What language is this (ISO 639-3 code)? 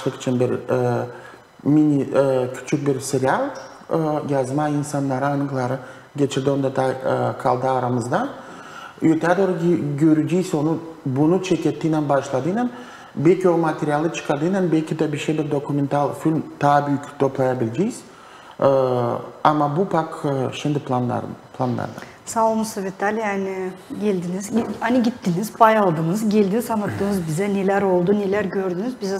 gag